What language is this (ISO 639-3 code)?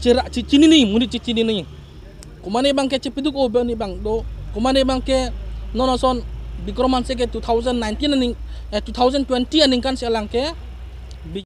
mjw